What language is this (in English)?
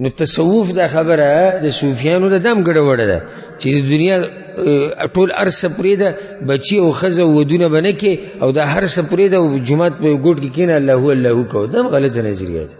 Pashto